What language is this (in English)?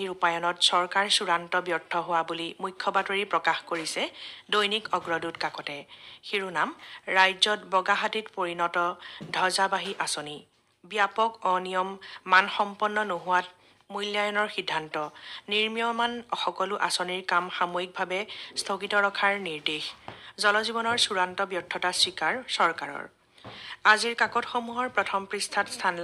Assamese